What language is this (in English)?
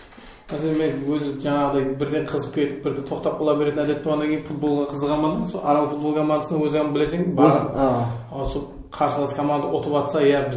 Kara-Kalpak